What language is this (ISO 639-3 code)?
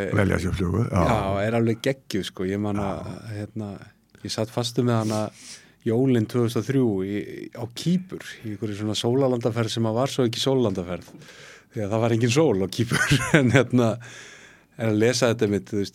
isl